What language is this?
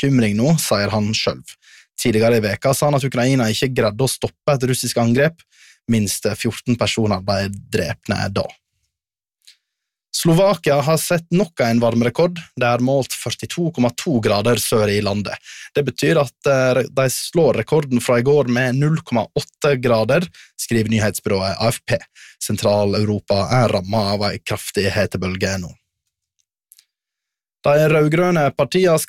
Norwegian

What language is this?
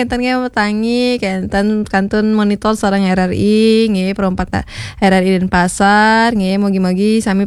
Balinese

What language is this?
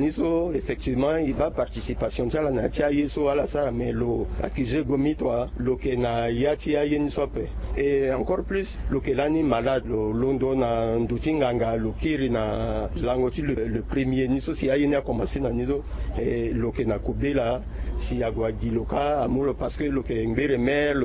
Sango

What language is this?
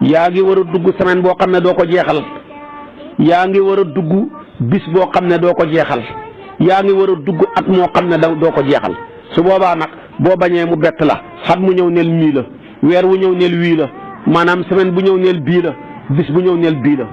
Wolof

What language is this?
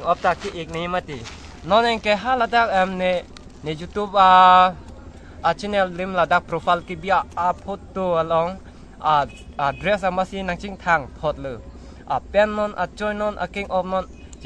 Karbi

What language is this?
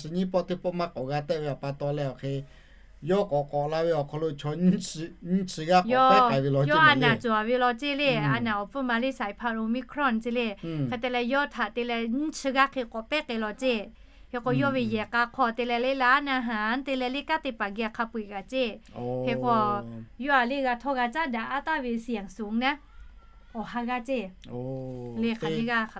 Lahu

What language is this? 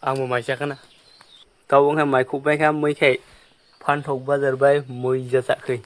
Kok Borok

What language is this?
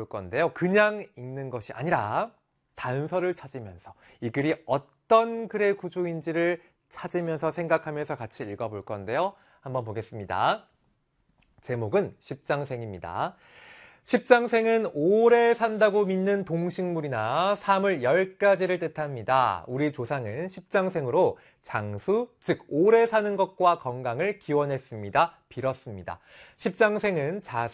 Korean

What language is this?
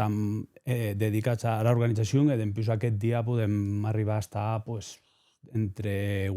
Occitan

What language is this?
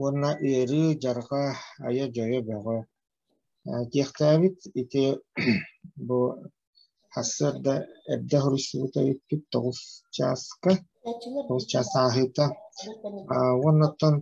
Yakut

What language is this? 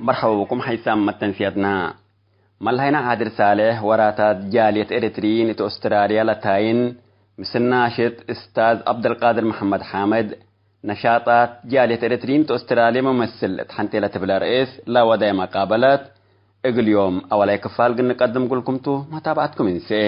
Tigre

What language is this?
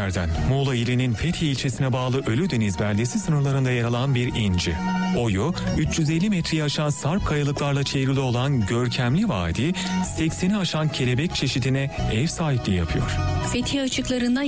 Turkish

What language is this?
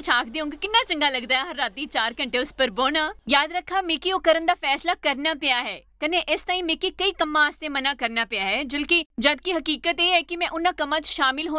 Dogri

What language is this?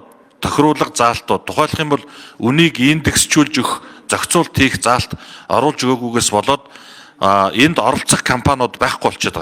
Mongolian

